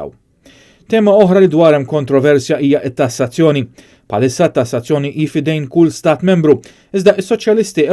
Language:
Maltese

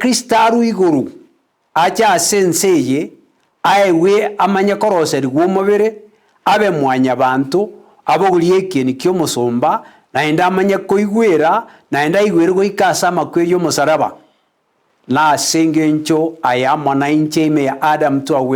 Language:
Gusii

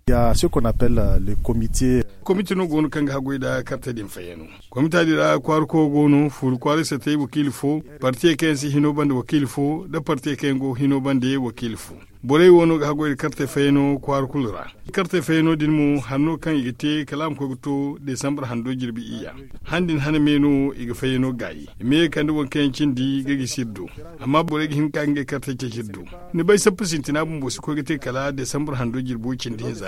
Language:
Zarma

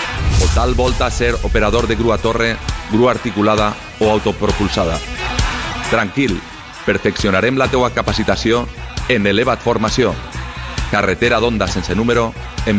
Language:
Catalan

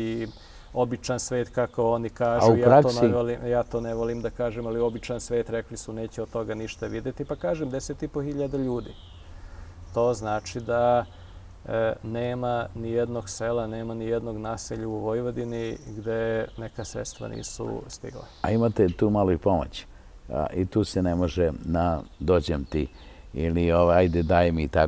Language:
Serbian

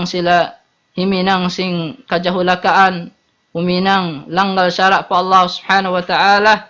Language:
Tausug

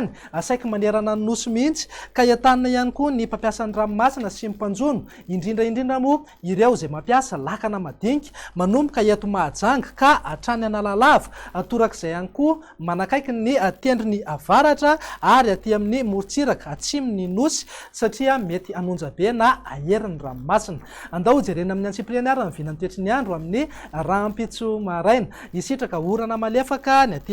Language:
Malagasy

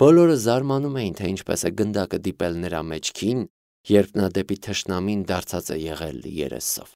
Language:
Armenian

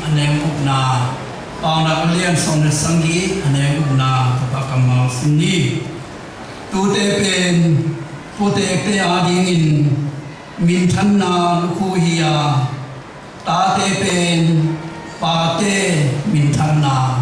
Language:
Tedim Chin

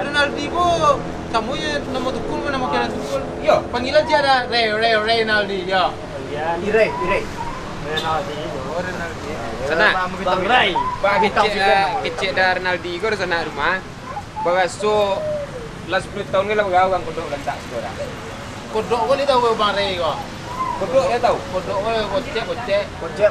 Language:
Minangkabau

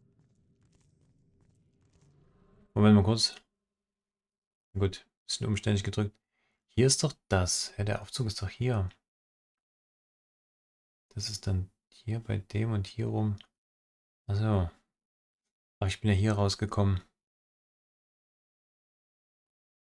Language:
German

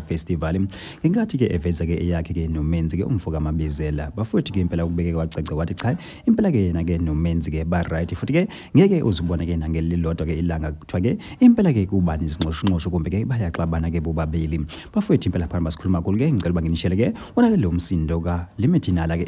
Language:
Zulu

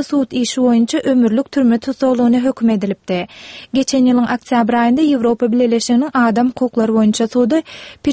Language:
Turkmen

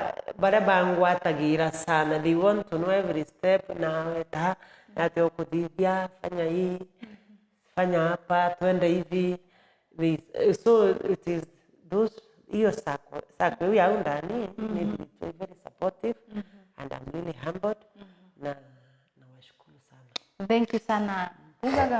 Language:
Meru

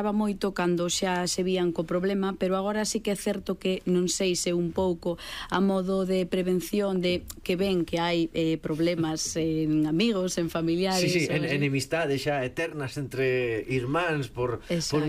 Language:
Galician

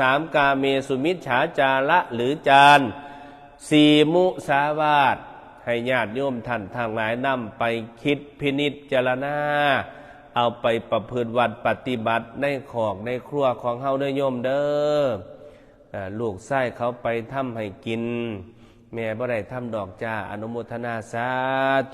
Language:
Northeastern Thai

